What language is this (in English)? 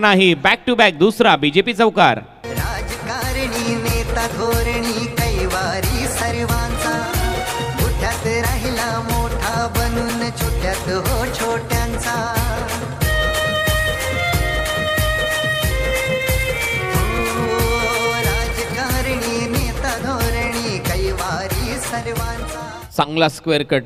Marathi